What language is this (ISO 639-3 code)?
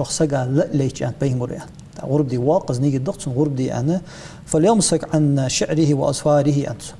inh